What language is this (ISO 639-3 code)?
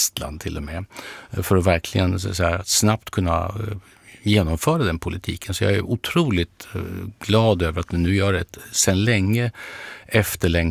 swe